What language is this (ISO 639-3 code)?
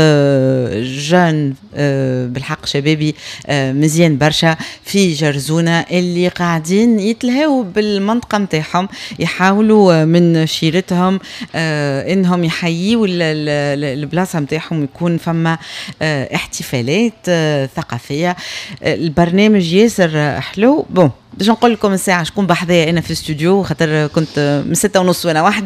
aeb